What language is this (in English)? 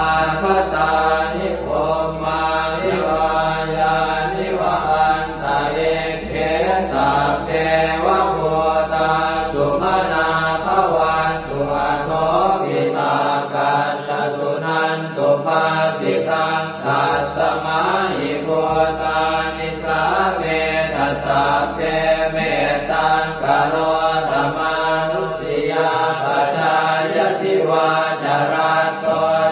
Pali